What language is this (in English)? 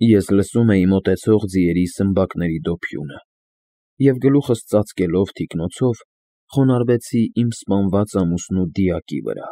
Armenian